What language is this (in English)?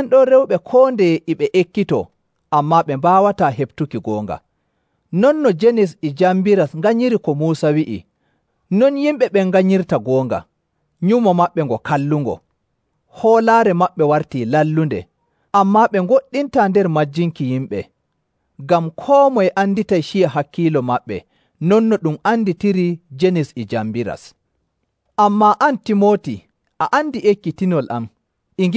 Nigerian Fulfulde